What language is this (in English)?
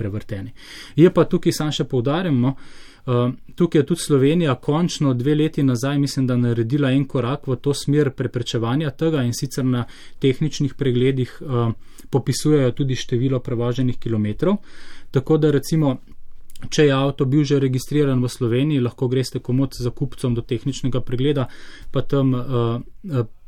Slovenian